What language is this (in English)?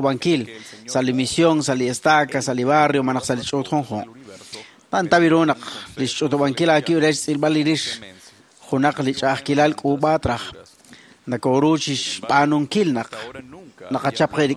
Kekchí